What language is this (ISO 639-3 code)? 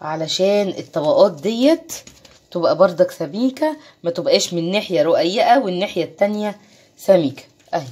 arz